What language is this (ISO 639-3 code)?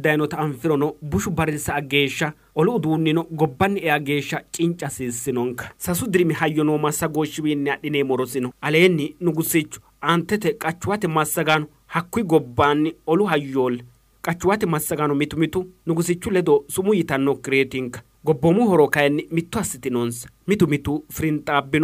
sid